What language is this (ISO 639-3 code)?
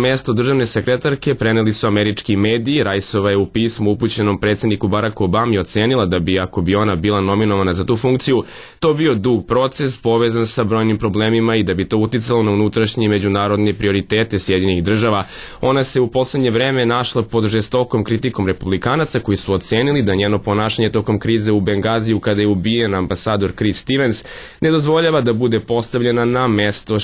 srp